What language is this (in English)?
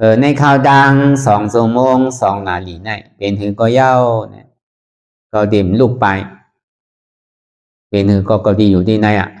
Shan